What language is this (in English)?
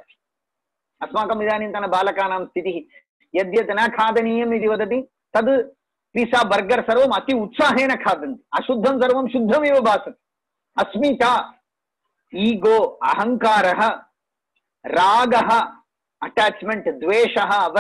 Sanskrit